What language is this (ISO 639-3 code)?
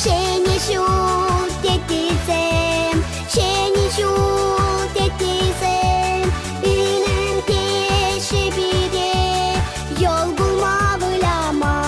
chv